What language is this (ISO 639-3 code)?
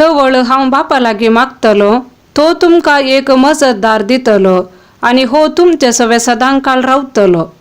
kok